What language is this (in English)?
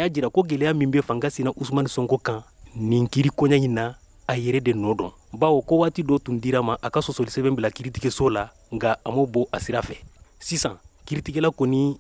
Bambara